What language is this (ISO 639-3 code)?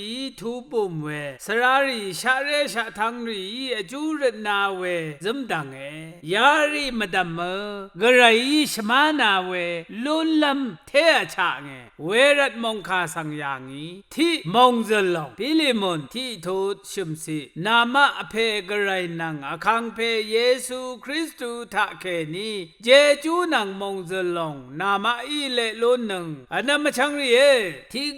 raw